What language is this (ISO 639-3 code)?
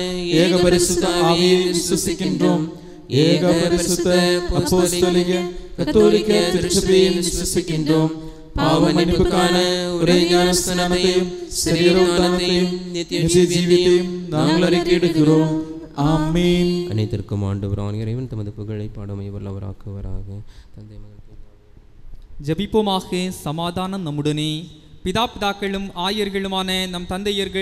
tam